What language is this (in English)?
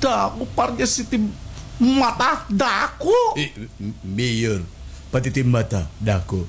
Waray